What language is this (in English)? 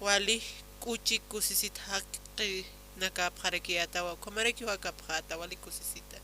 Aymara